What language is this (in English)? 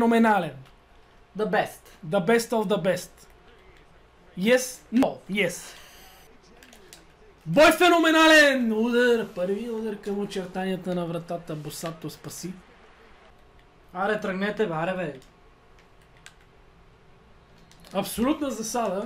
Bulgarian